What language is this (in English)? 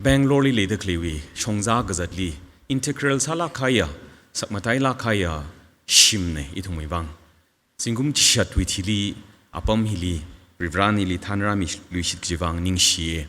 Tangkhul Naga (India)